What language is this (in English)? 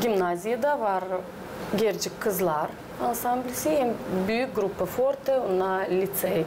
Gagauz